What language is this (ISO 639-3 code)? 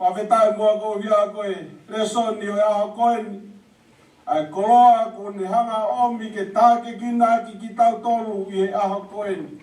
ton